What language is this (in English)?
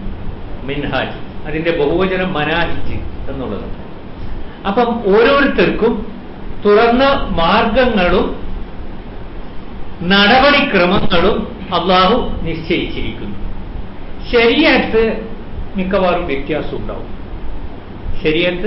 Malayalam